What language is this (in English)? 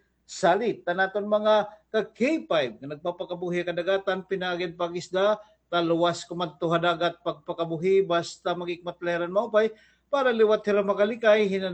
Waray